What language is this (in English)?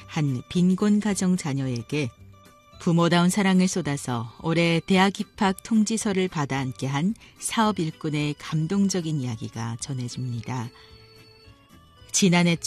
Korean